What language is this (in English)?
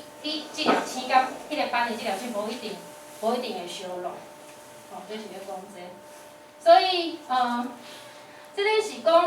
Min Nan Chinese